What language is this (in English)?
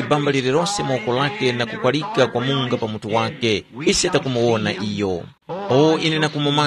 Tumbuka